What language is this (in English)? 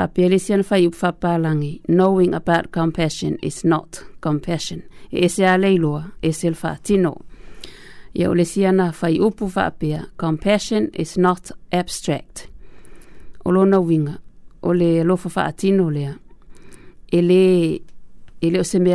Samoan